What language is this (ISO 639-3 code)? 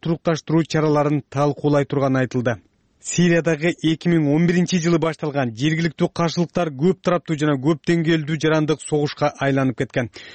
kir